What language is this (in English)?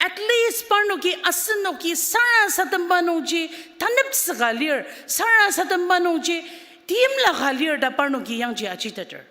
Ao Naga